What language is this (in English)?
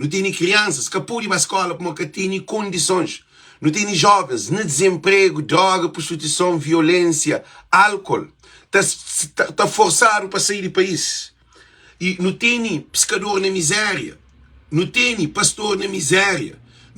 Kabuverdianu